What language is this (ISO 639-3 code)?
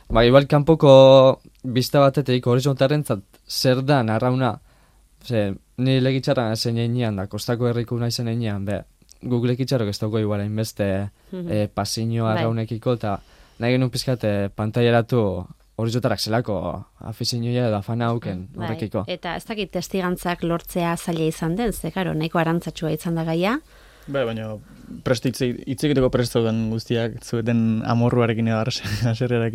eus